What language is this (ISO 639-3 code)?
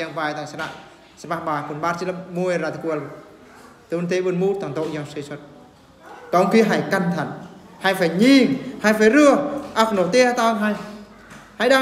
bru